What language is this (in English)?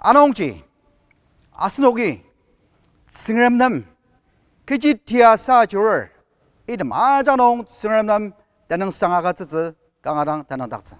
Ao Naga